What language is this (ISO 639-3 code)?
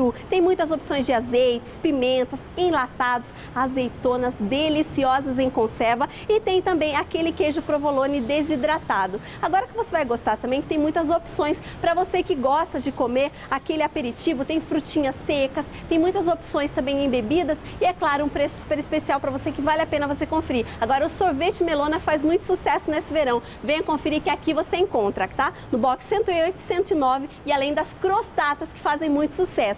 por